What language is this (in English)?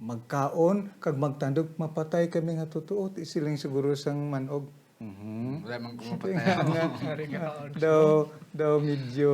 Hiligaynon